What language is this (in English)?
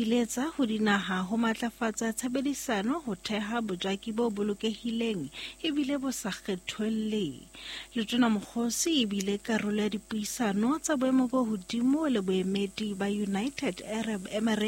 Southern Sotho